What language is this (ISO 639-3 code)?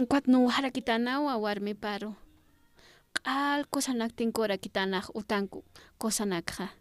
aym